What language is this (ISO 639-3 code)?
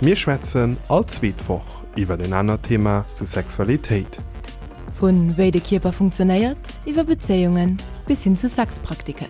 ltz